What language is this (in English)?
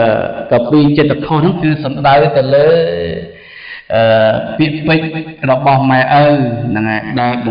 Khmer